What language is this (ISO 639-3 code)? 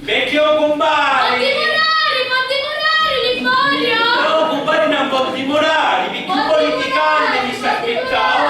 scn